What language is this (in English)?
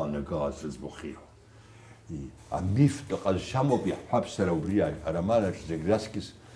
Abkhazian